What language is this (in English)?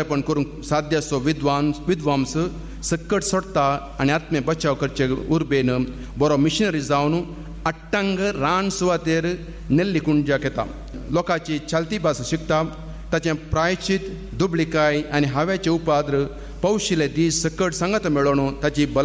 Konkani